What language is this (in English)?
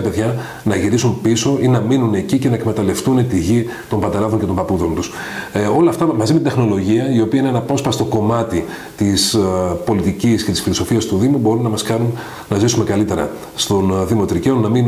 Greek